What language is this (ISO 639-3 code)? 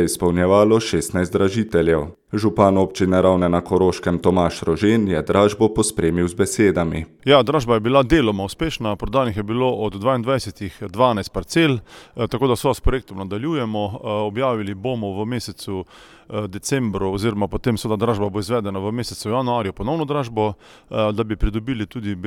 slv